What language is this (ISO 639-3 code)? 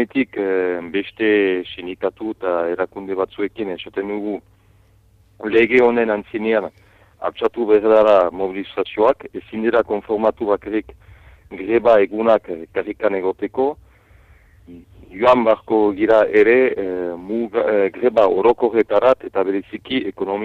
eus